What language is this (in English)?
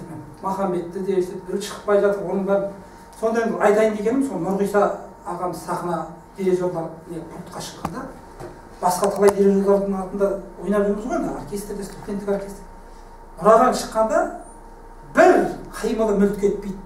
Kazakh